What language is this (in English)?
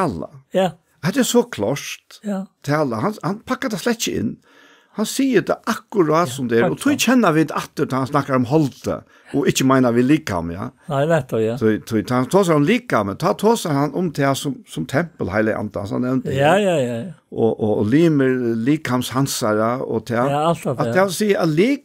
Faroese